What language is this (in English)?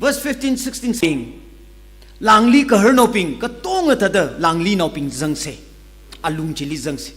Tangkhul Naga (India)